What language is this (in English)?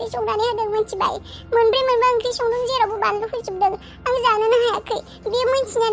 Bodo